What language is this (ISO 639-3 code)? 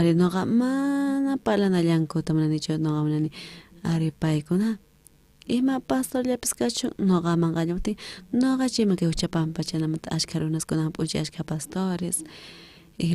quh